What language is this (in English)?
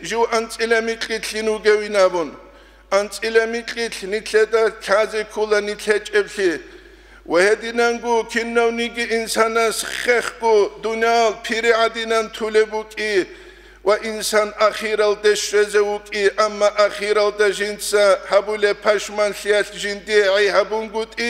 Avaric